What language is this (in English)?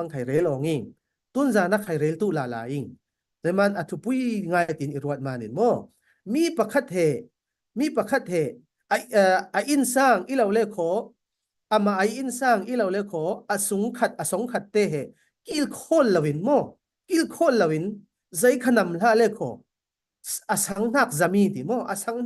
Falam Chin